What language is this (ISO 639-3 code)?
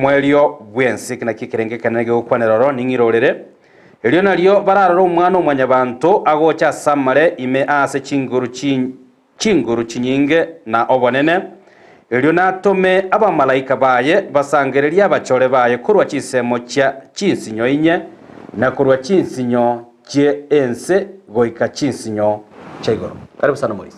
guz